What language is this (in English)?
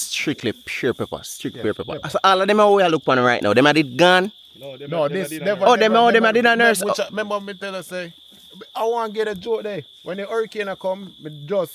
Jamaican Creole English